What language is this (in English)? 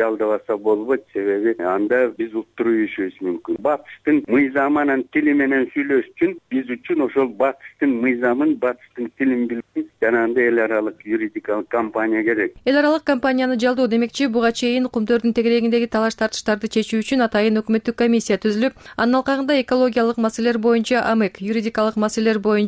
Kyrgyz